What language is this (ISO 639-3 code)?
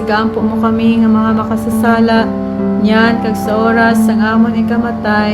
hil